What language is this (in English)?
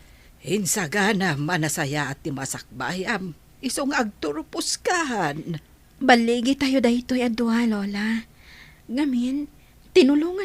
Iloko